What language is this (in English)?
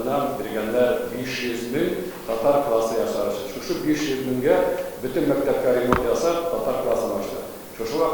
Tatar